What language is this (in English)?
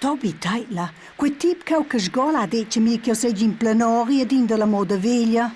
Romansh